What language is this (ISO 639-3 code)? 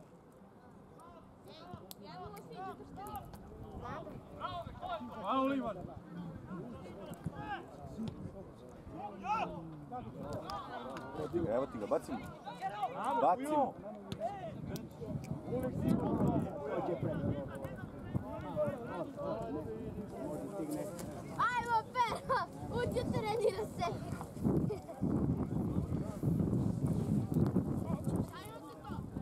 srp